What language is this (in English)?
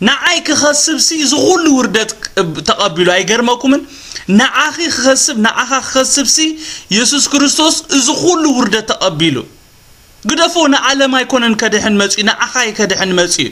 Tigrinya